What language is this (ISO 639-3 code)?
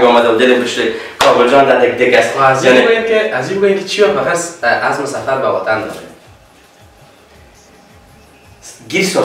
fas